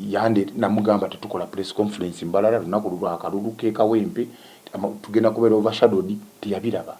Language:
Ganda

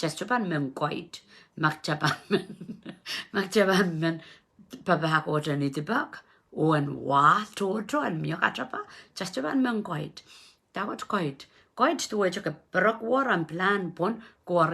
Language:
Pohnpeian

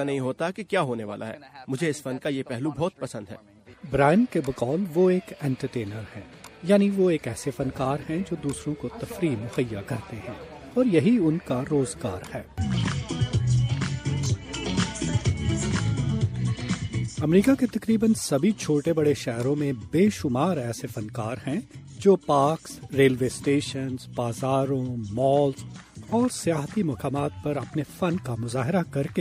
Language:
Urdu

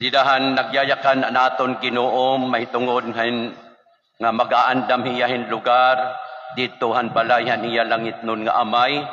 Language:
Waray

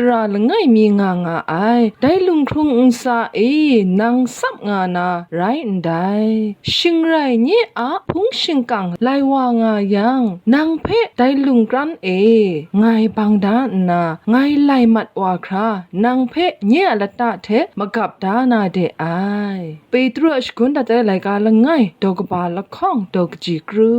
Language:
Kachin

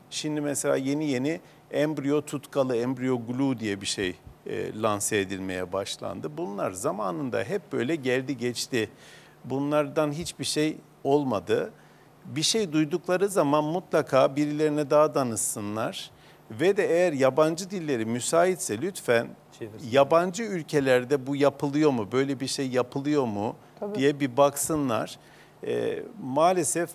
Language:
Turkish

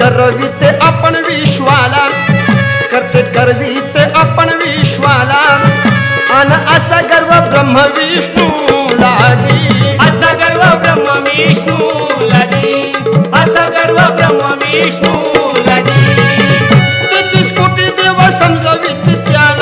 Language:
Marathi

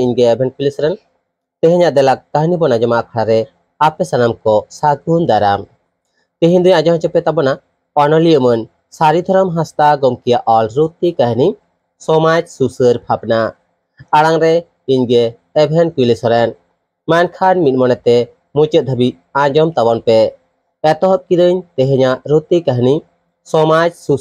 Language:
Santali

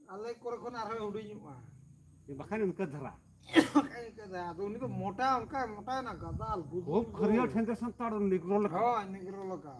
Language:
Santali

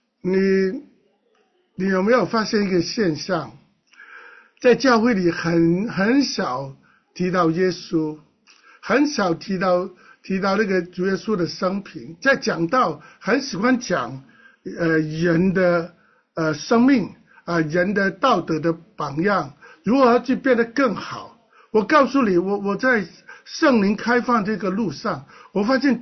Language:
Chinese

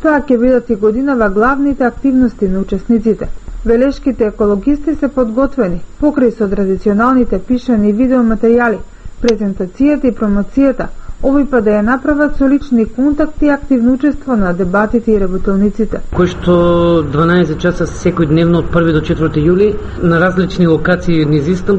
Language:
Macedonian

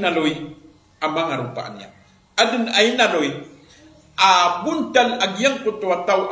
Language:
Maranao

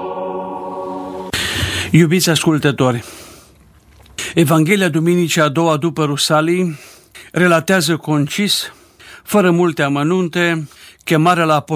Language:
Romanian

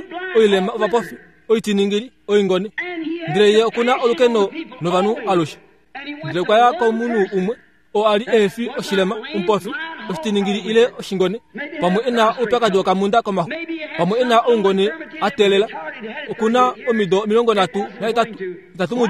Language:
Kuanyama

